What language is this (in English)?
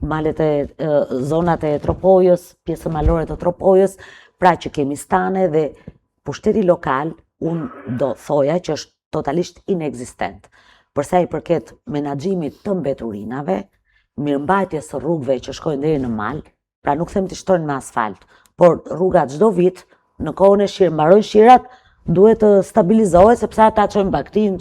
Albanian